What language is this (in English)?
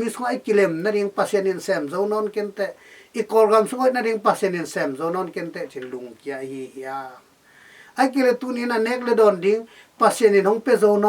Tedim Chin